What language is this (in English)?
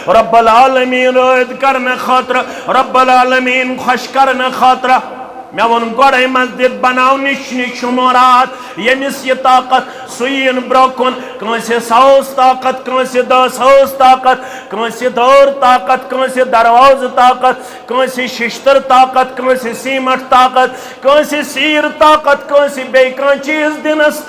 Kashmiri